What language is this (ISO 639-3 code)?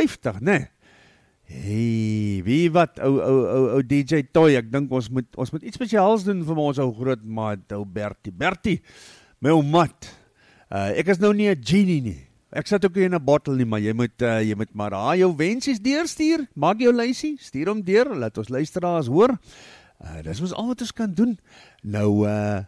afr